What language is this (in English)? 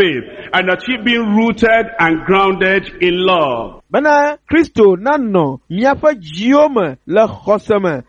Ewe